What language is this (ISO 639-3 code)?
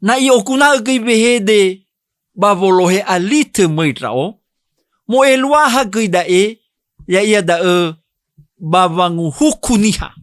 nia